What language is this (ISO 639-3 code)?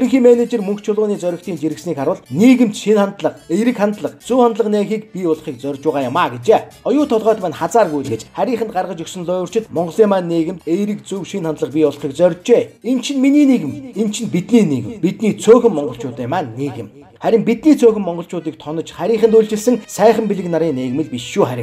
mon